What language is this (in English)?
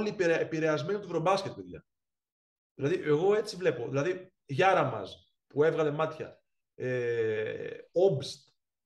Greek